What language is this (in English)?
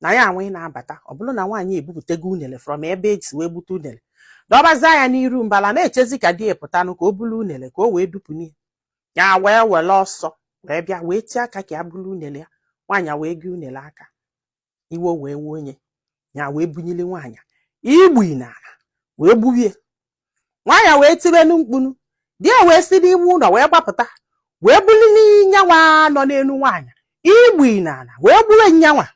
Igbo